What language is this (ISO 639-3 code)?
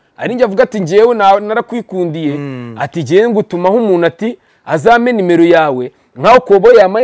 kin